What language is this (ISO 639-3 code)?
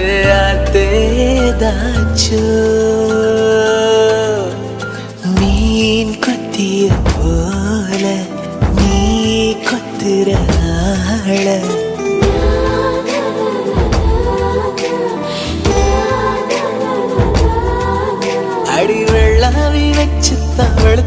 tam